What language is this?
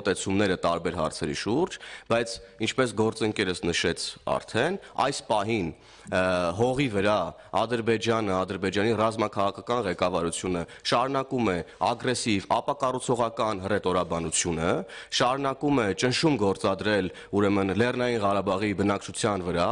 Armenian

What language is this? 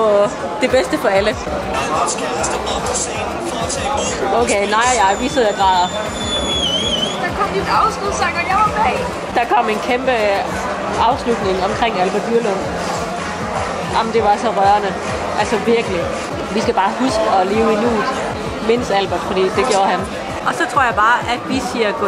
Danish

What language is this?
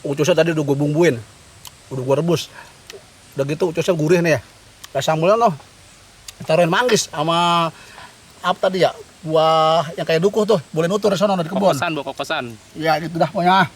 Betawi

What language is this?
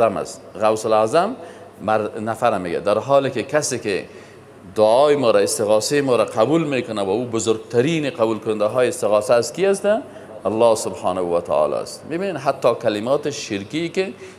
Persian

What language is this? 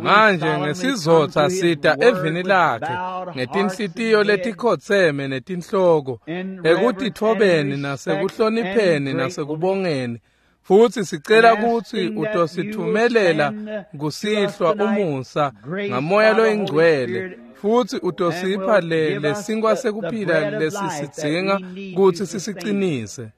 Swati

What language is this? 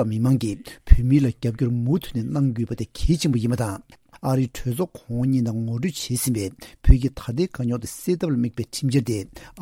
Tibetan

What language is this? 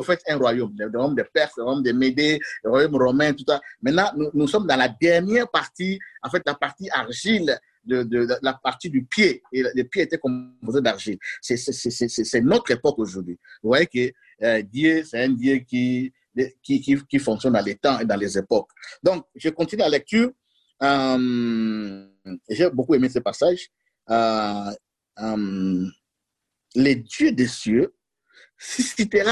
French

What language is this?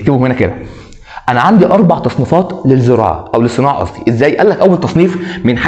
Egyptian Arabic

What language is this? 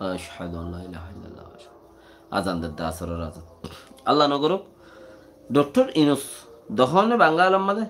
Rohingya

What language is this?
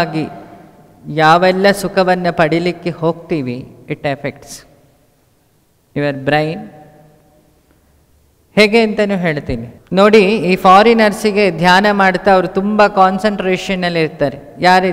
Kannada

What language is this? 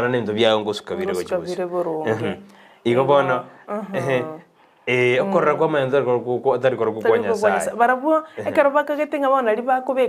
Gusii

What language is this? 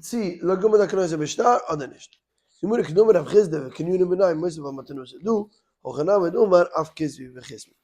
Yiddish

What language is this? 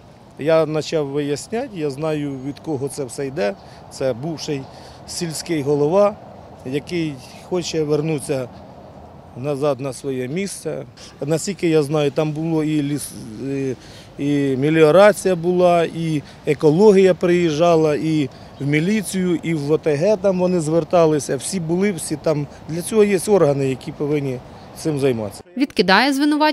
Ukrainian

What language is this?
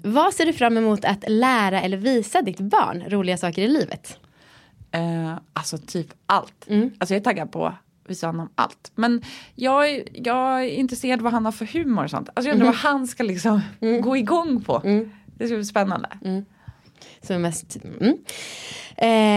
Swedish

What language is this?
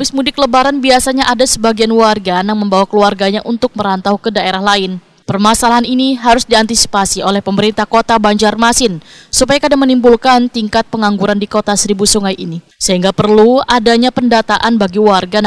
Banjar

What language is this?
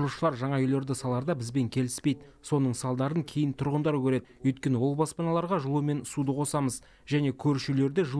Kazakh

